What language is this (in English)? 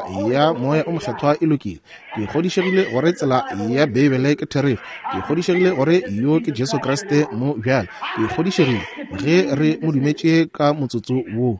Northern Sotho